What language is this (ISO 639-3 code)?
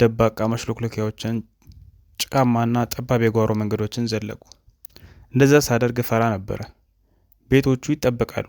amh